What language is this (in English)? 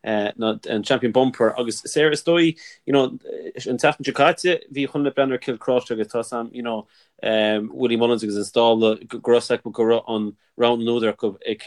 Irish